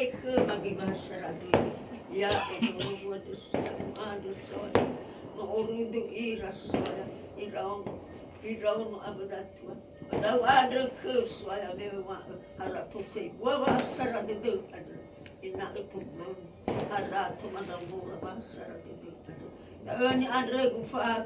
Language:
Nias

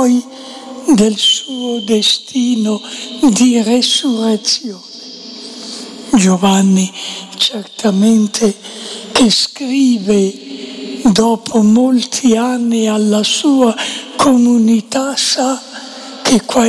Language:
Italian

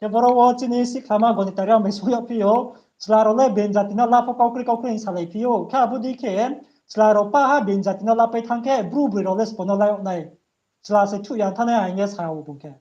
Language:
Riang (India)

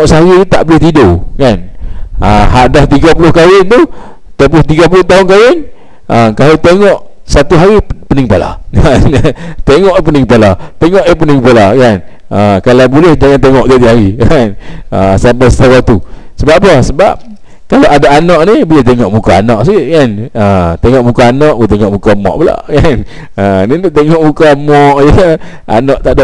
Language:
Malay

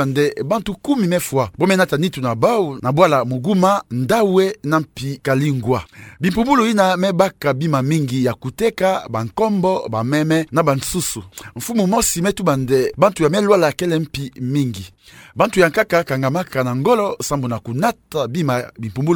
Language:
Kituba (Democratic Republic of Congo)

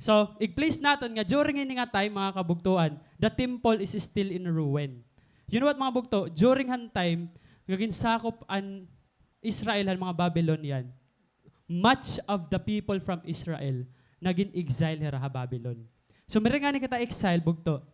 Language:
Waray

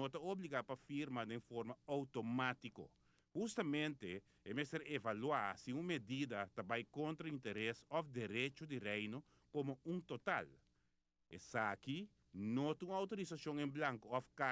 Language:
Papiamento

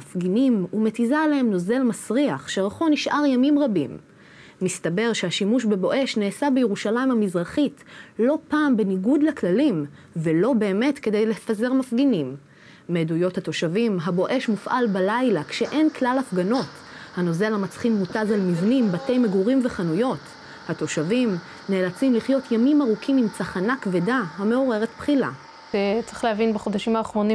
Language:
Hebrew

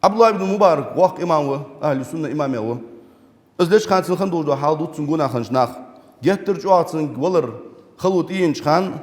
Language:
Ingush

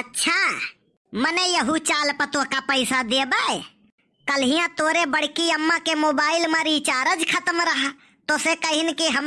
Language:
Awadhi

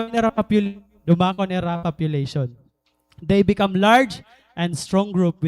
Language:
Waray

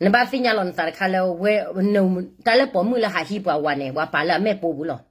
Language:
S'gaw Karen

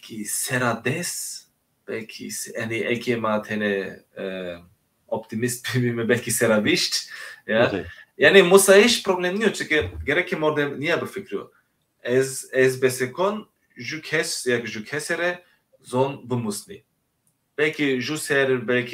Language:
Zaza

